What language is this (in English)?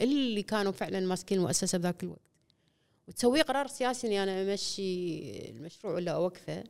Gulf Arabic